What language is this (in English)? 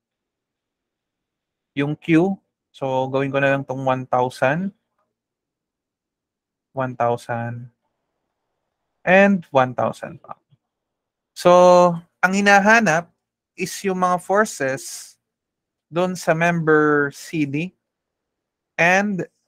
Filipino